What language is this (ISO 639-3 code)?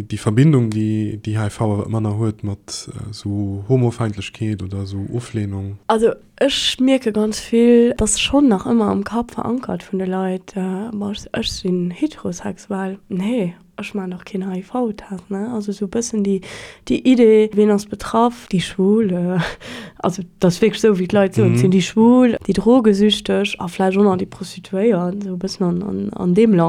ltz